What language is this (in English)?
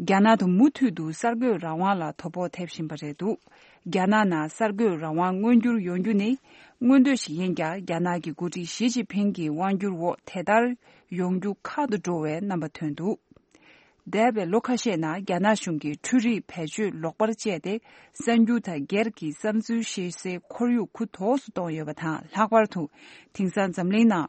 Tibetan